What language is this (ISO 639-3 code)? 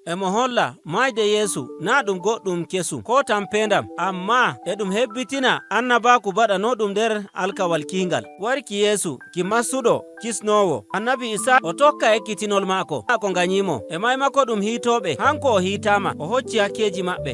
fuv